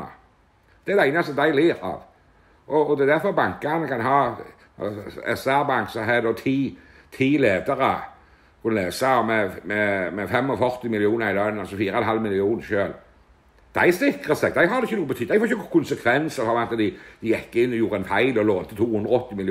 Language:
Norwegian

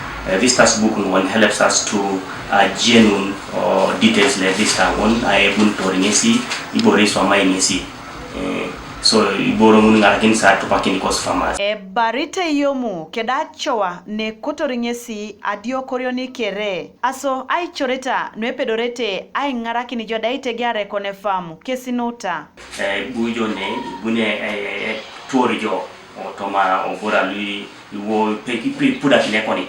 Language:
Teso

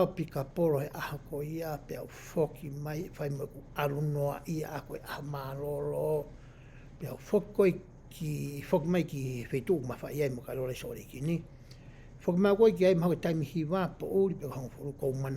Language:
Tongan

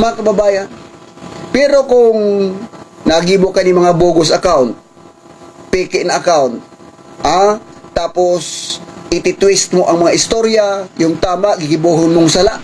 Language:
Bikol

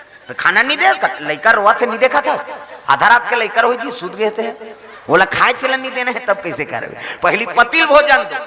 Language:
Chhattisgarhi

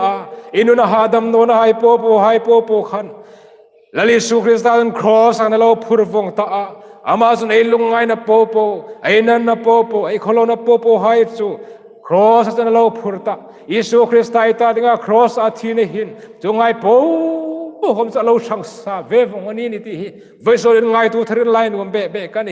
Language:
Hmar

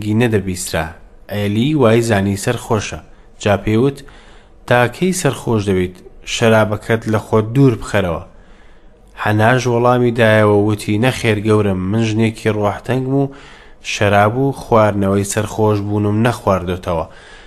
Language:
Central Kurdish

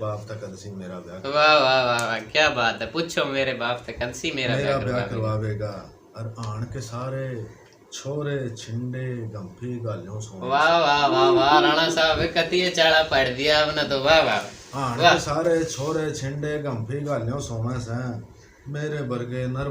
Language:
Haryanvi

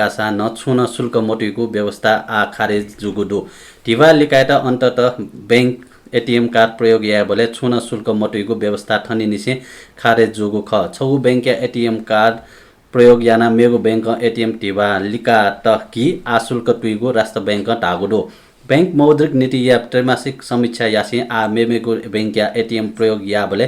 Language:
Newari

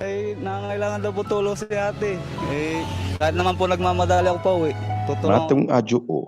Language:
Ewe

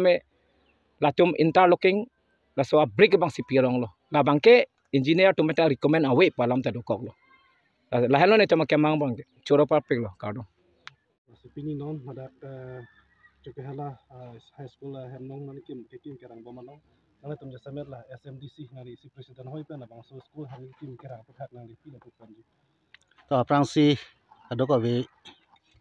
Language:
Karbi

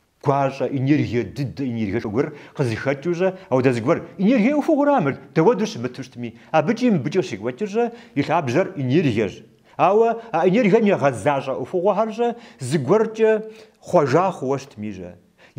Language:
Kabardian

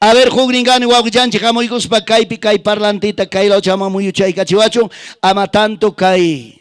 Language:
Ayacucho Quechua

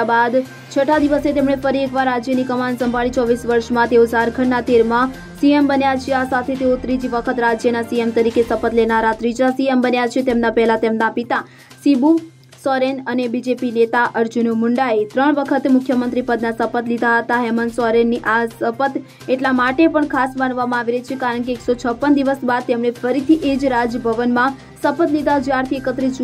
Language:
Gujarati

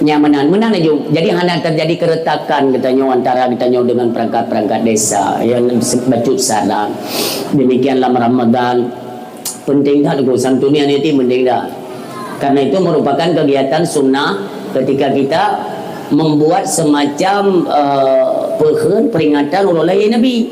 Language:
Achinese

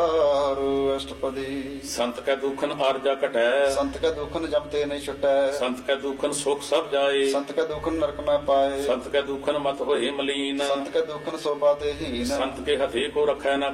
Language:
Punjabi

